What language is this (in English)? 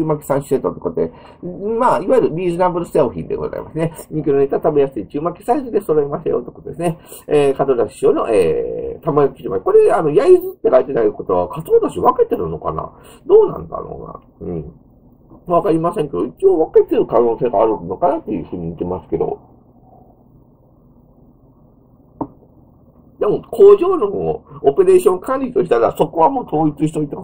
Japanese